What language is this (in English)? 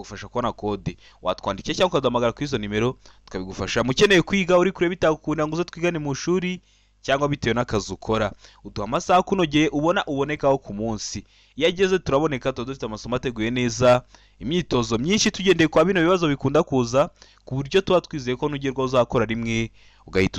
Kinyarwanda